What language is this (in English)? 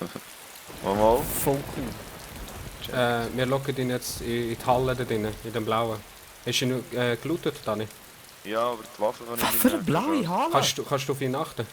Swiss German